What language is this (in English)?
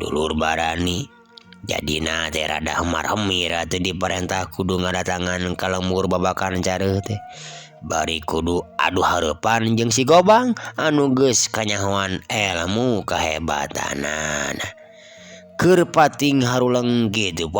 Sundanese